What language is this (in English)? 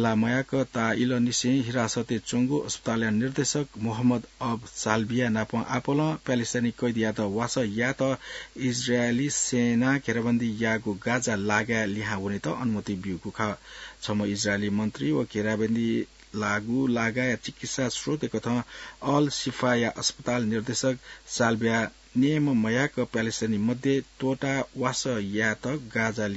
Newari